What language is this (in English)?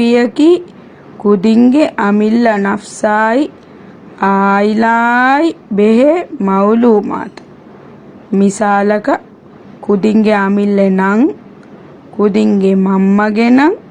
Divehi